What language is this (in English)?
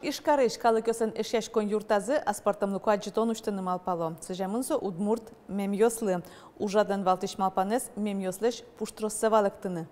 Udmurt